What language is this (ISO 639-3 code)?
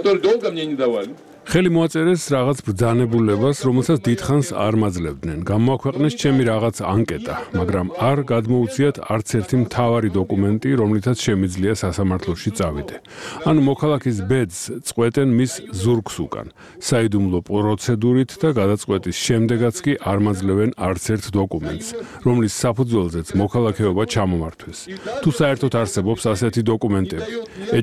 kat